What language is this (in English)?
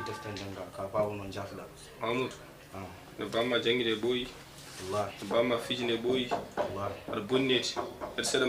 Fula